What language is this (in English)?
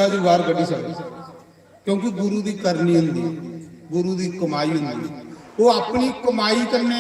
Dogri